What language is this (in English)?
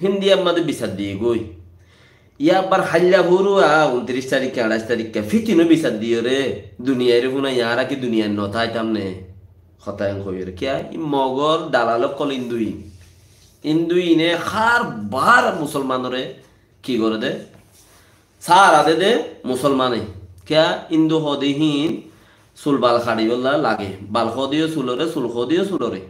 Rohingya